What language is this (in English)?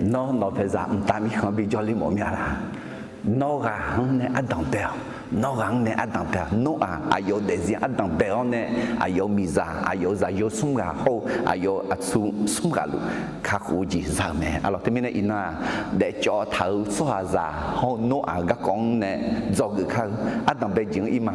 Akha